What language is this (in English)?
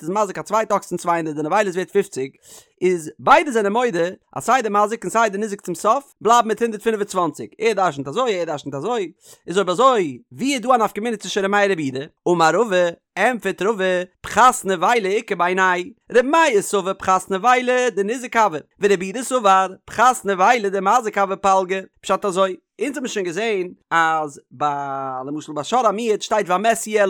Yiddish